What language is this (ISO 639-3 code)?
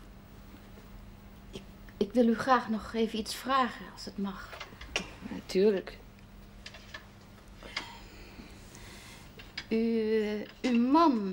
nld